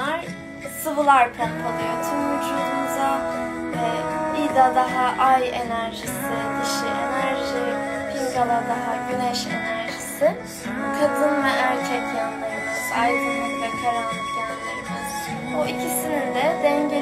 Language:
Turkish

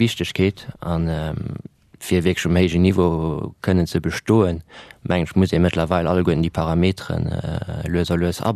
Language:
Luxembourgish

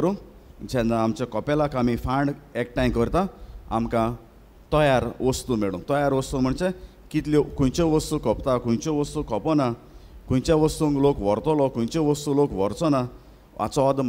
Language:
Konkani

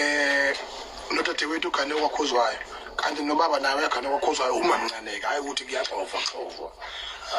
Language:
Zulu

